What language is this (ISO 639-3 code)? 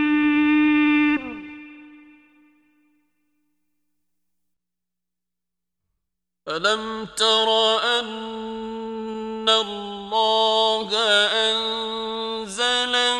ara